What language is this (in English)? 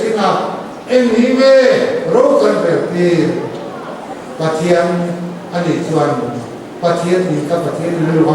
Mizo